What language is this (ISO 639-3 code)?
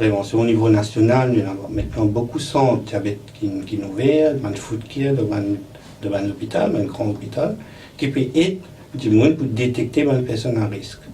mfe